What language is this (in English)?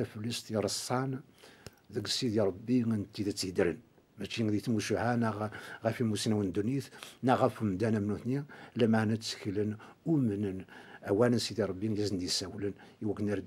Kabyle